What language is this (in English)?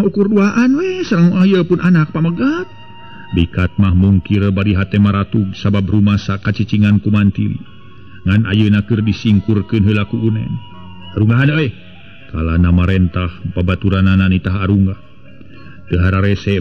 Sundanese